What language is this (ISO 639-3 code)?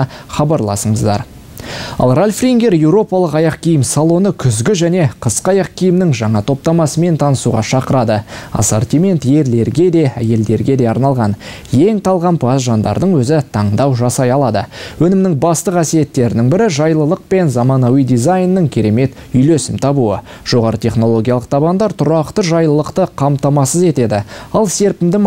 kaz